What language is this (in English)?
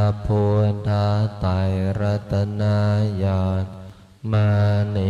Pali